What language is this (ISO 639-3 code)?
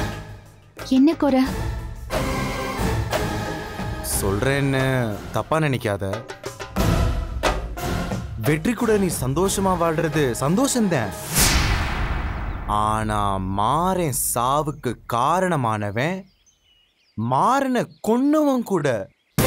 tam